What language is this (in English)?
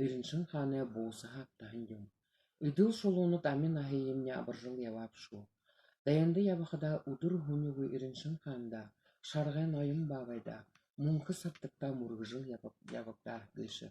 Buriat